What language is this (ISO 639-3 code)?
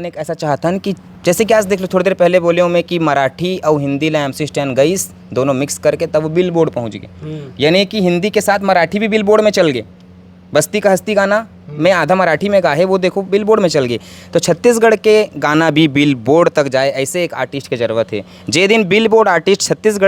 hne